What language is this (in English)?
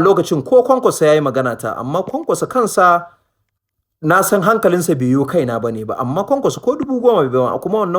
Hausa